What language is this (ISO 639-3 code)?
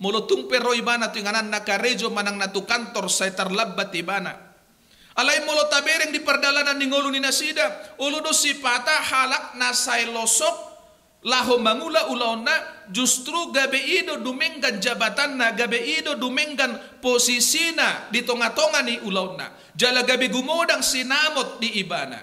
bbc